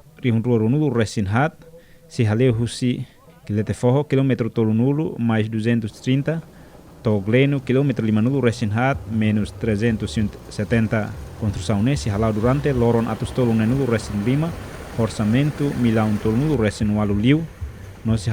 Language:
Tetum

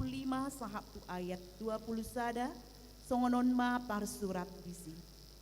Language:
Batak Toba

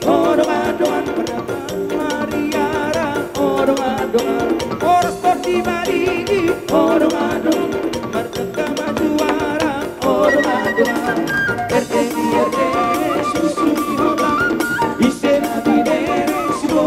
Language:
Batak Toba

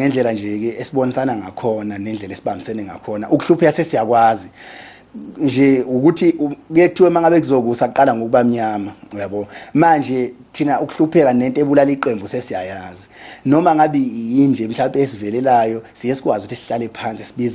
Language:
Zulu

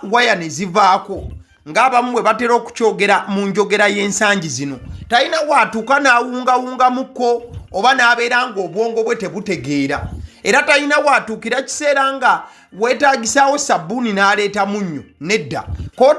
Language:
Ganda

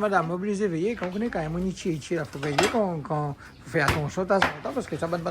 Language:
Réunion Creole French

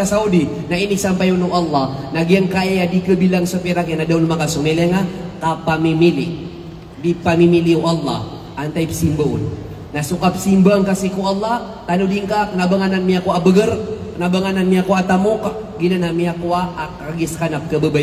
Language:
Maranao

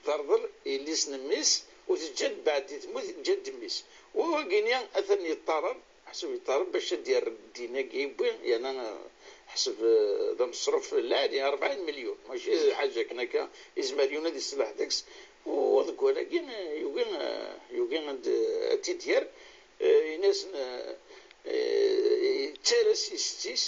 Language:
Kabyle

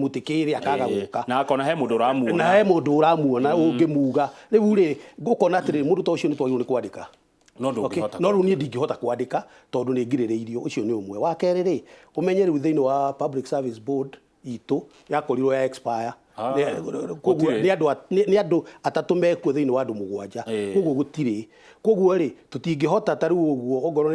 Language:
Kikuyu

